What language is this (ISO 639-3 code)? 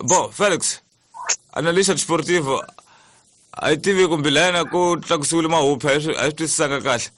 tso